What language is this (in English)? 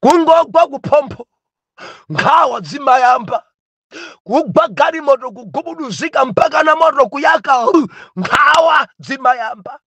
Nyanja